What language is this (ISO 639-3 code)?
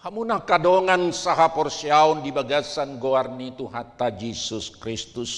bbc